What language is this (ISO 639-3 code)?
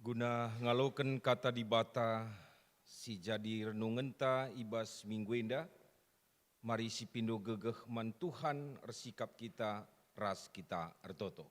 btx